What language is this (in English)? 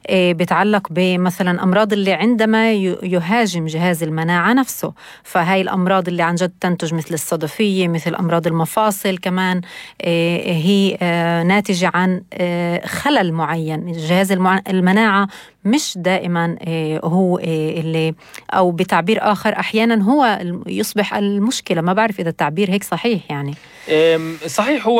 North Levantine Arabic